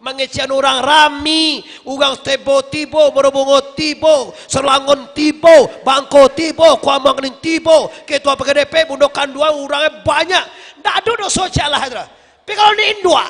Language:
Minangkabau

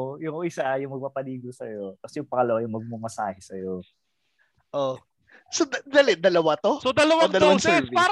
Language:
Filipino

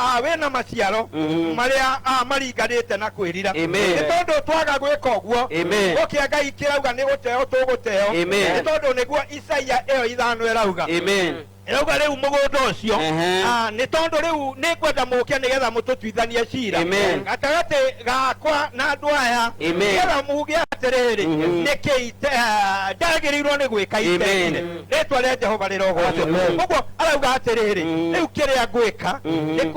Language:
Kikuyu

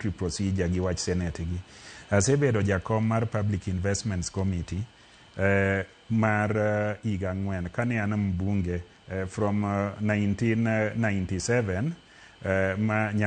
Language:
Luo (Kenya and Tanzania)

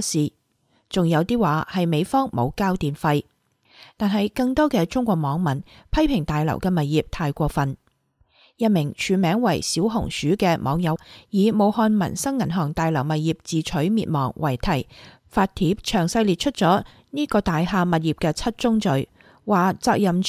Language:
Cantonese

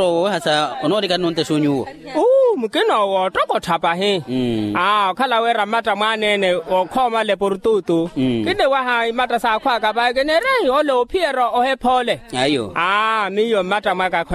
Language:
Makhuwa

